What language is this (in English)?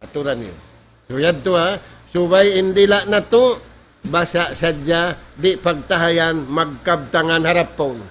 Tausug